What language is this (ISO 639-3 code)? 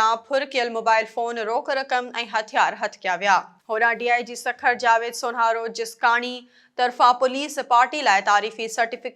snd